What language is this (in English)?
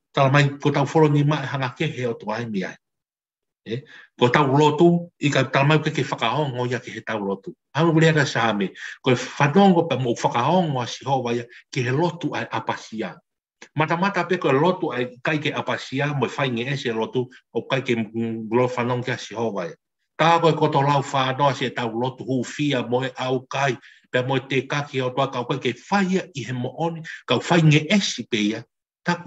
Tongan